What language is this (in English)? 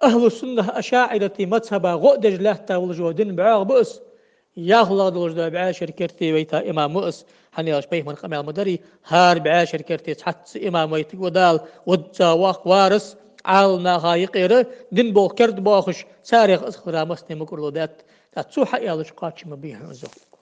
Ingush